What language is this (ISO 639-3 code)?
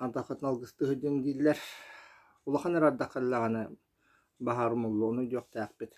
sah